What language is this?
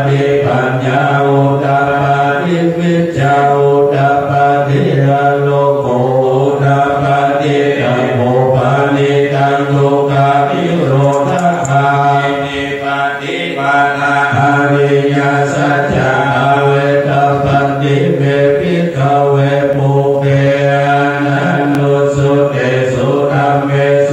Pali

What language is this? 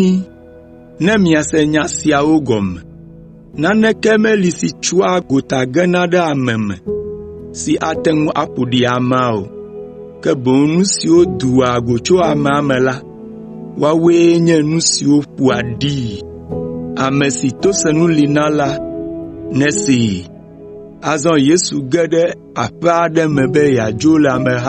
Ewe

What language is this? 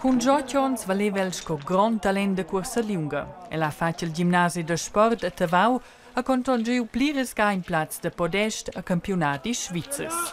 Romansh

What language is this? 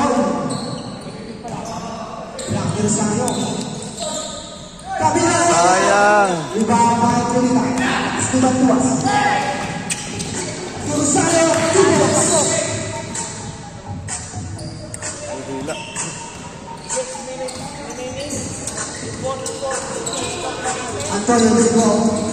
Filipino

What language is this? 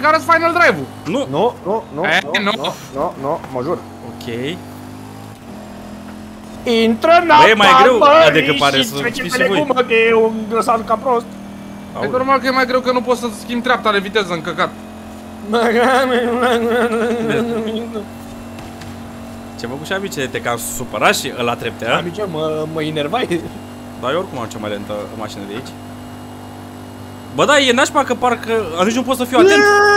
Romanian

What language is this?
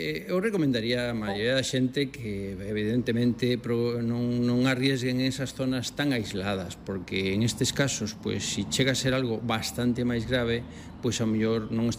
Galician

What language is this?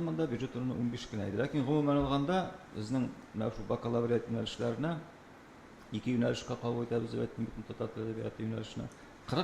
Tatar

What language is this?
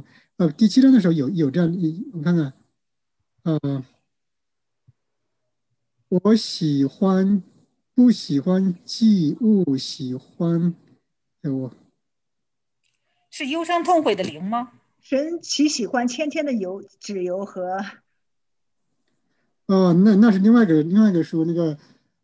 Chinese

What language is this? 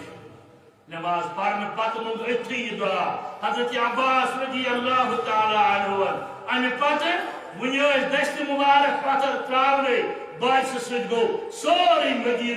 Kashmiri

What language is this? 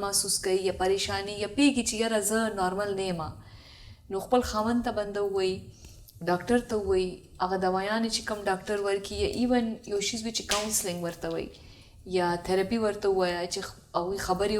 Pashto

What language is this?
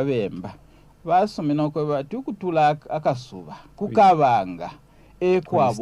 Bemba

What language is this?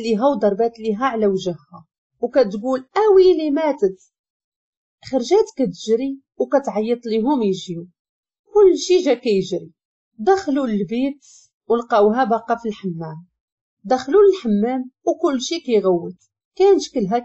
Moroccan Arabic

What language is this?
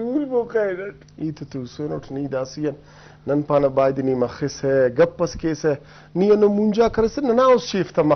Brahui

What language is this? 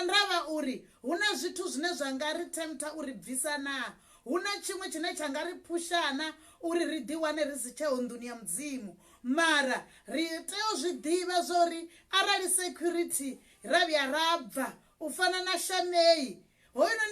Venda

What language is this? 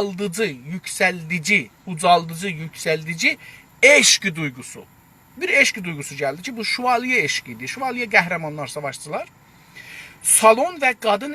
South Azerbaijani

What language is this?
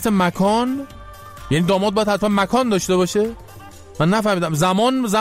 Persian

